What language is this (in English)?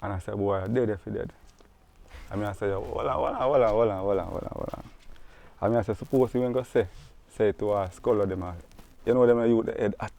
Jamaican Creole English